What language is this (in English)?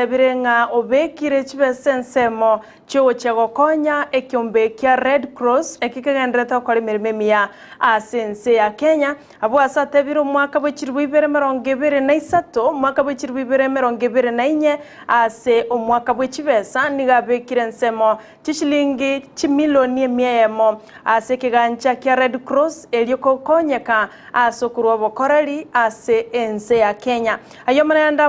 Gusii